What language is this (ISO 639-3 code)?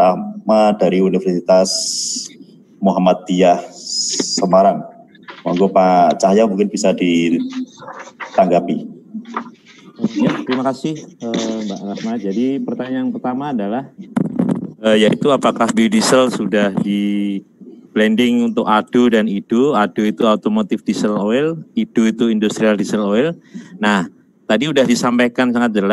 ind